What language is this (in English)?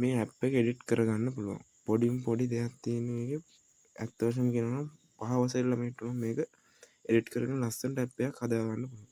Sinhala